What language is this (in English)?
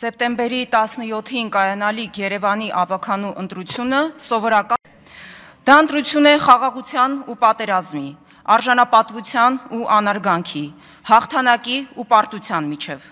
Armenian